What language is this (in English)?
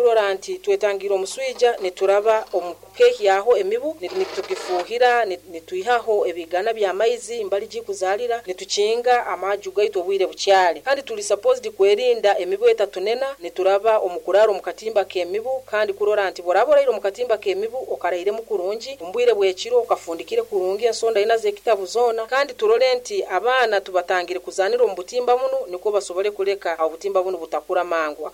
Nyoro